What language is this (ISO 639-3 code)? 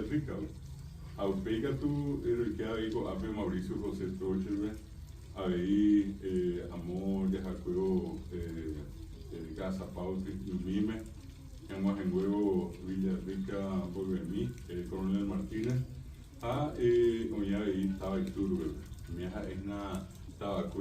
grn